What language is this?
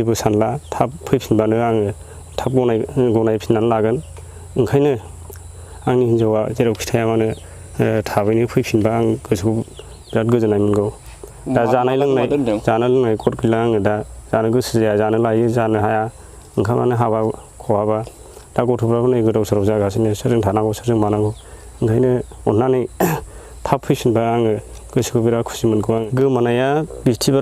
Bodo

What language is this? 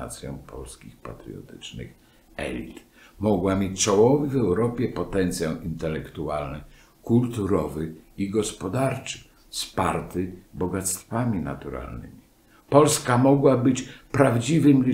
Polish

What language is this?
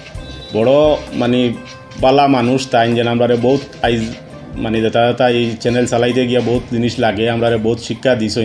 Sylheti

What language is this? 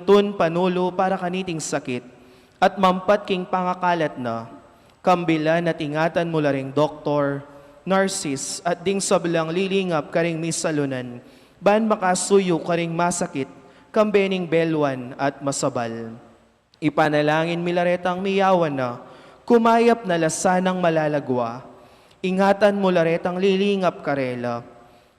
Pampanga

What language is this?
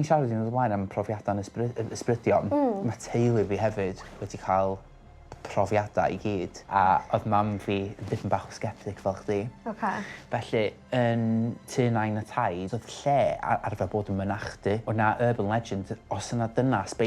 Welsh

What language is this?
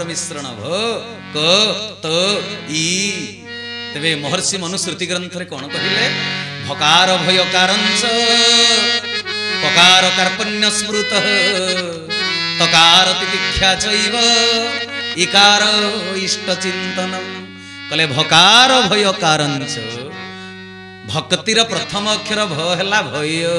Odia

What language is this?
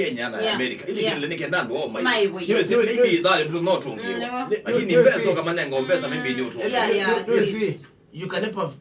Kamba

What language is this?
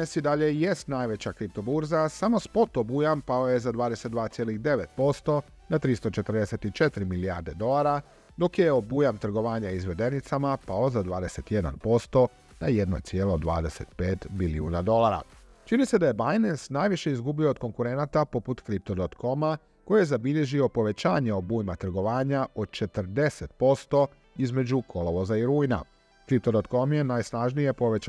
Croatian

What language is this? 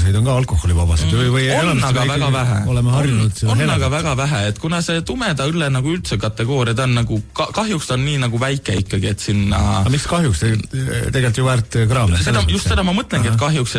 Estonian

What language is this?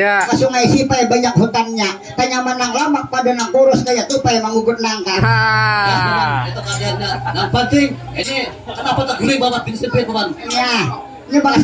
Banjar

